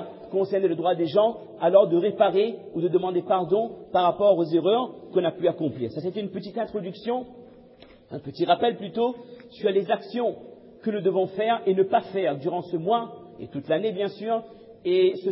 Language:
French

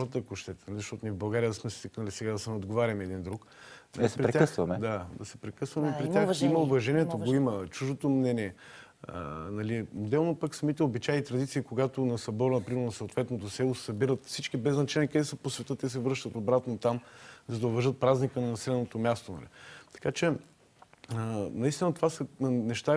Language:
Bulgarian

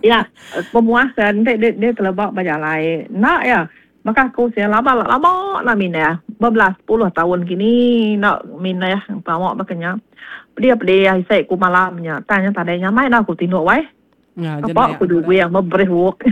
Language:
Iban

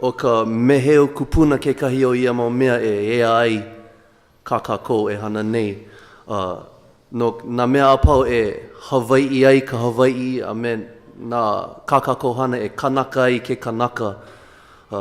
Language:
Hawaiian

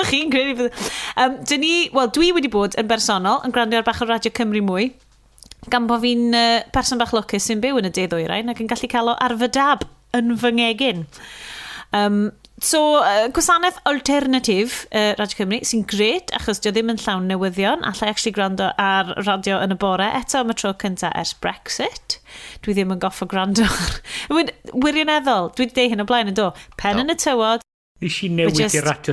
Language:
Welsh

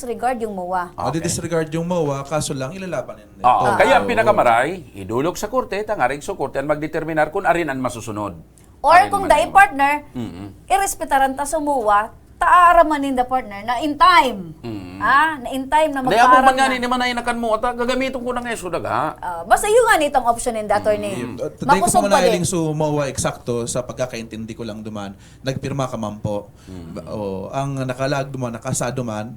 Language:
Bikol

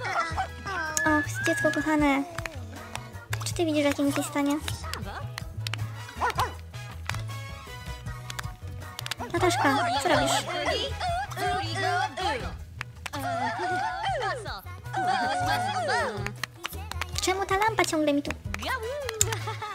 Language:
Polish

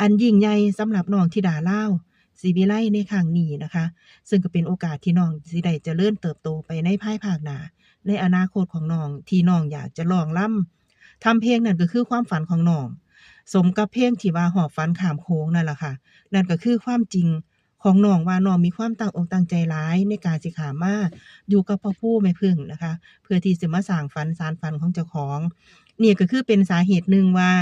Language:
Lao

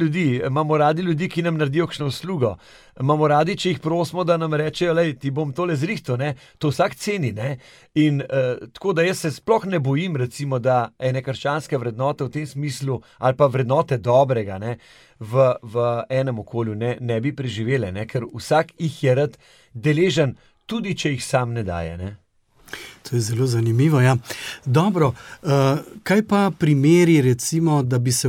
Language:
Slovenian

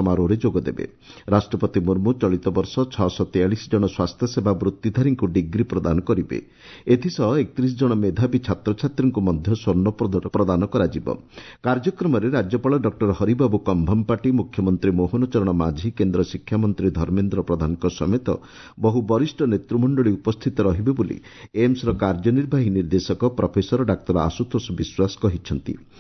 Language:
Odia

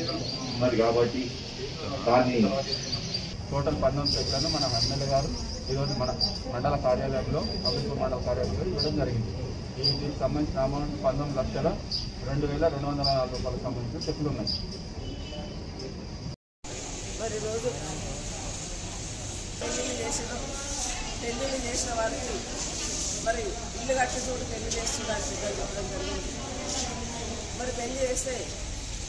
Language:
Telugu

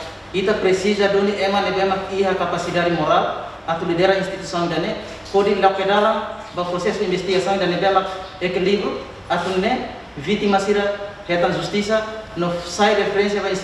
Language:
Tetum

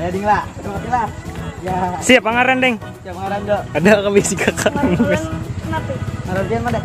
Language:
Banjar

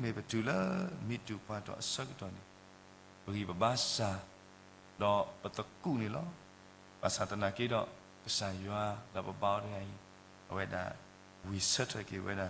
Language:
S'gaw Karen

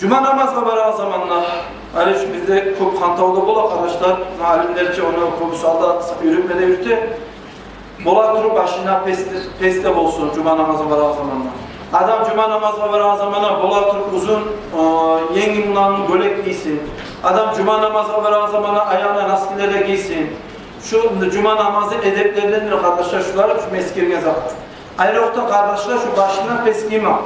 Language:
Kumyk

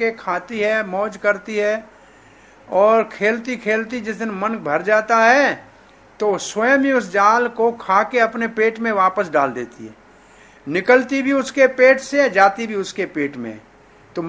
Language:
Hindi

